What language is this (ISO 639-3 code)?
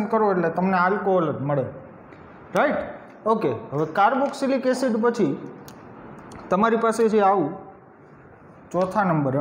guj